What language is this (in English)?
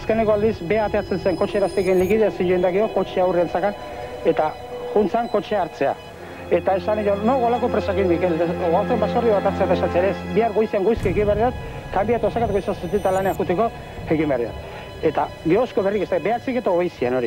Basque